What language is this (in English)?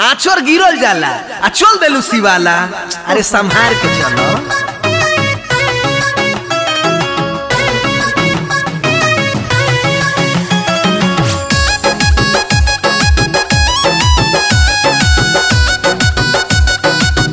Bhojpuri